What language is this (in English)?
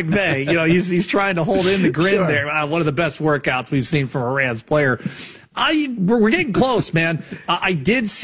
English